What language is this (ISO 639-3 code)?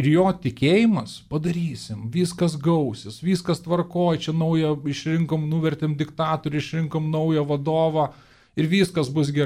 lit